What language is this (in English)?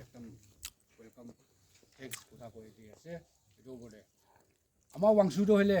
Naga Pidgin